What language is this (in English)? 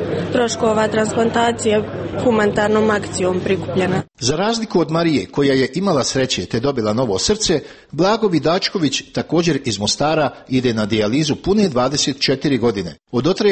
Croatian